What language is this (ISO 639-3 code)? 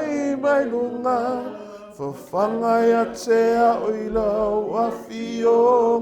smo